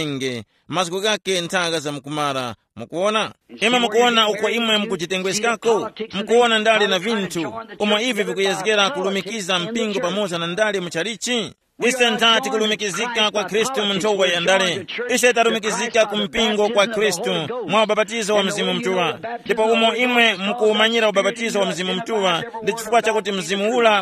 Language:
Tumbuka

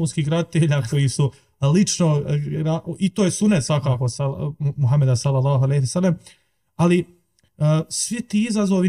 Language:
Bosnian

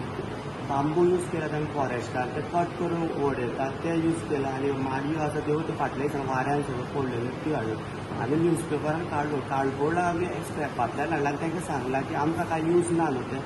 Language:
Konkani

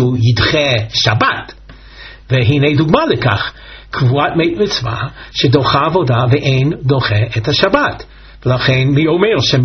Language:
Hebrew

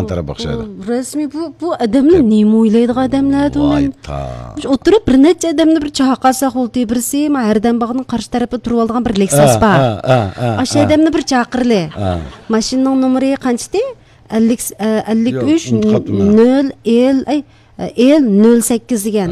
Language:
Uyghur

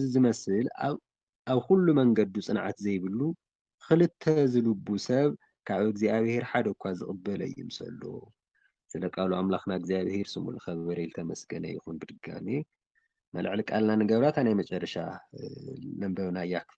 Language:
Tigrinya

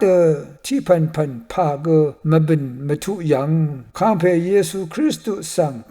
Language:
Rawang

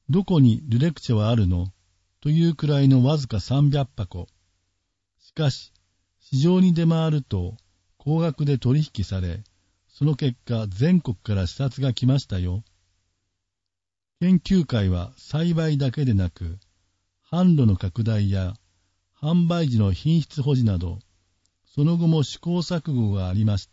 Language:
Japanese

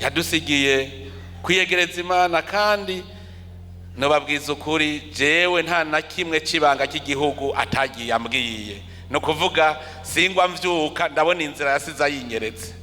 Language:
Rundi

